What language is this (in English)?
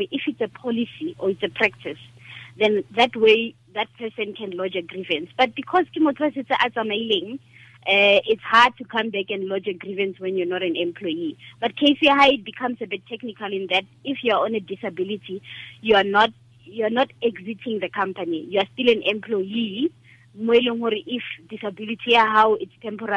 Tswana